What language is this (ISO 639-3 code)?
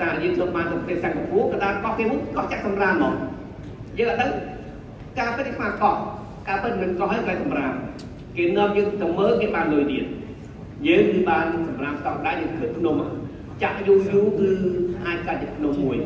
khm